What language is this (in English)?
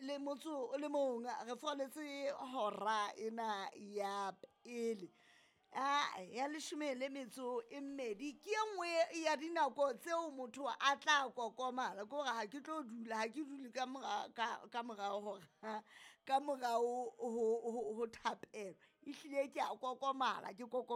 Southern Sotho